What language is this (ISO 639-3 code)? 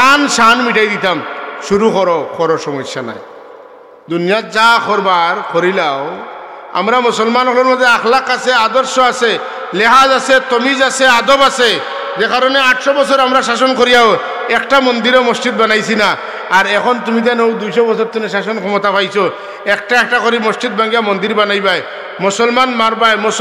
syl